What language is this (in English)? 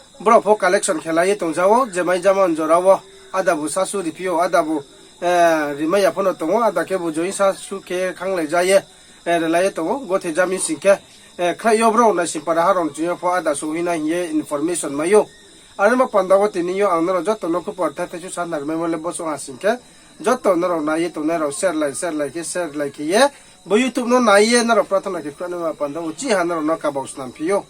Riang (India)